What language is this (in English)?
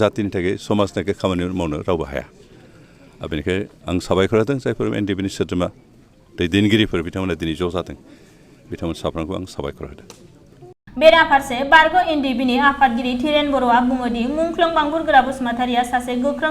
Bodo